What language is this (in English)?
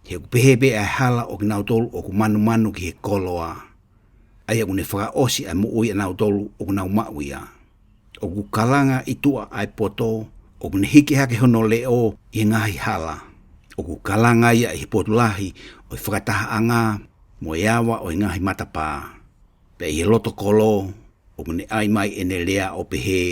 Tongan